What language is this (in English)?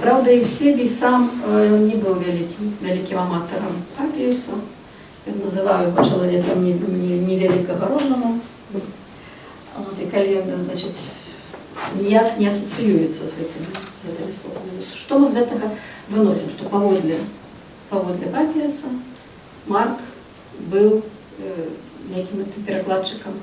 Belarusian